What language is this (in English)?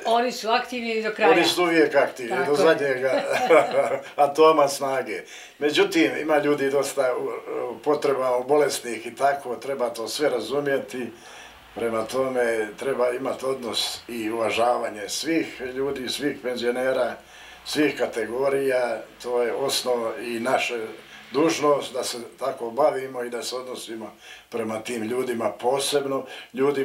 Bosnian